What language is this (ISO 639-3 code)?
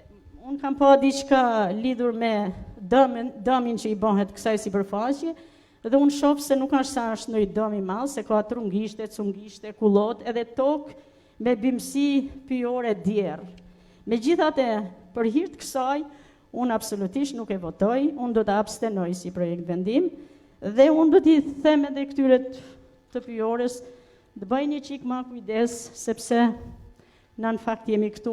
sqi